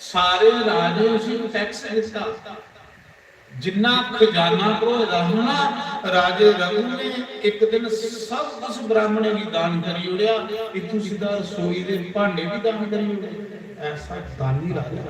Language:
Dogri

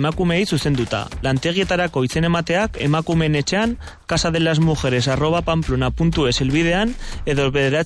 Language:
Basque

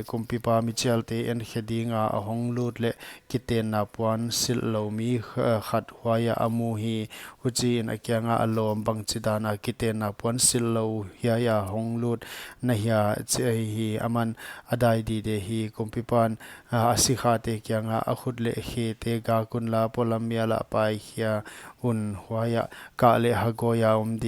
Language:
Paite Chin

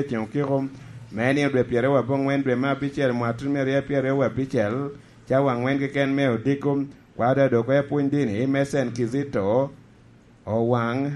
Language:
Lango (Uganda)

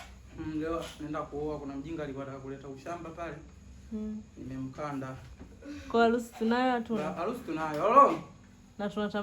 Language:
Swahili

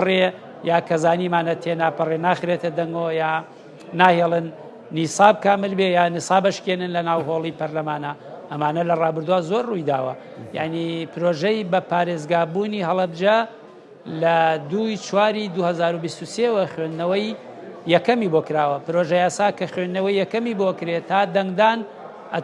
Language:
Central Kurdish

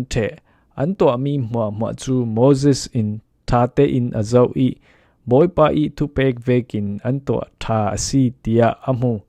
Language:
Falam Chin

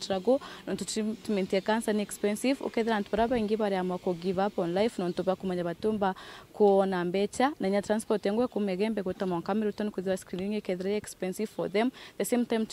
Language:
Meru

